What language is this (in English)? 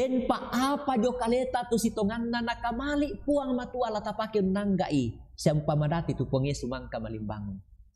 Toraja-Sa'dan